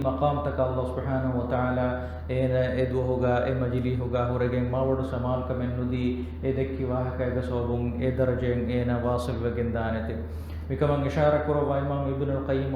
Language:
Divehi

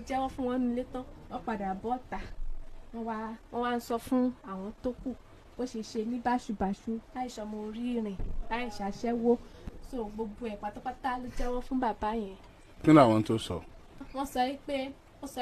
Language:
Yoruba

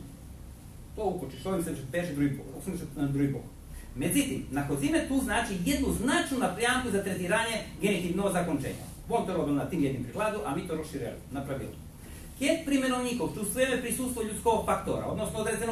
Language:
Rusyn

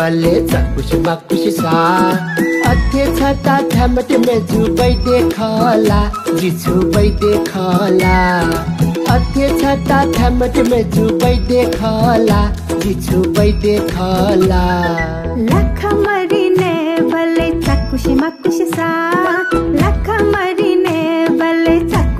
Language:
Newari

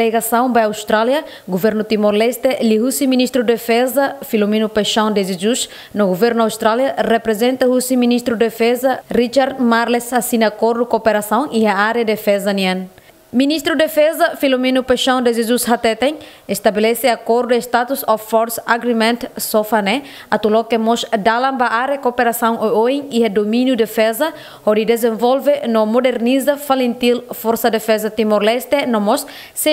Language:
Tetum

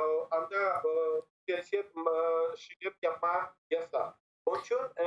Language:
Crimean Tatar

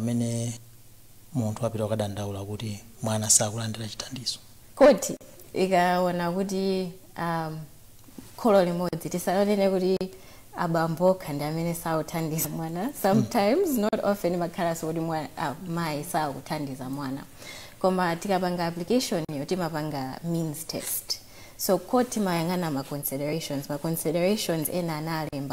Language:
Nyanja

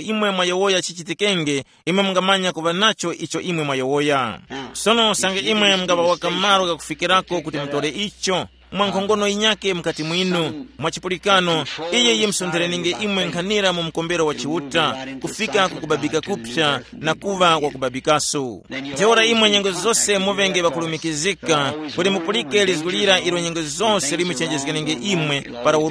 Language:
Tumbuka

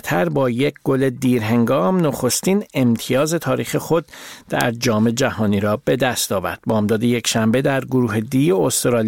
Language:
Persian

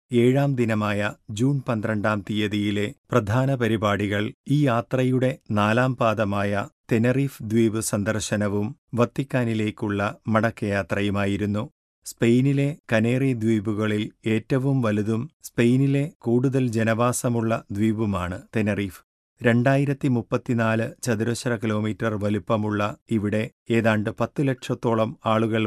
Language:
Malayalam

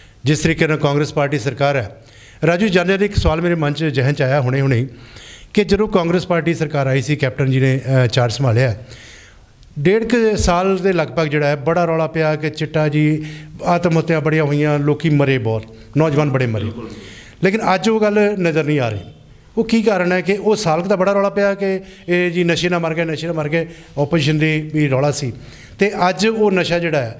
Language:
Punjabi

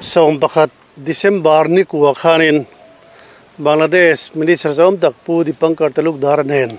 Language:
Mizo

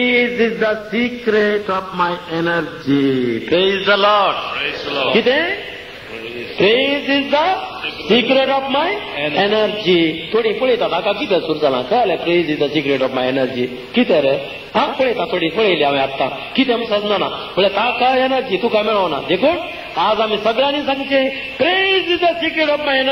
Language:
Konkani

